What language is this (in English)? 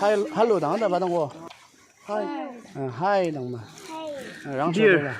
Naga Pidgin